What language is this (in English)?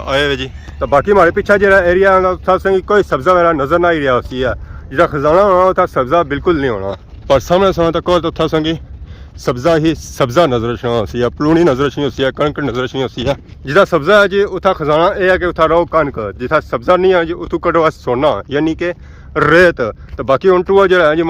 Pahari-Potwari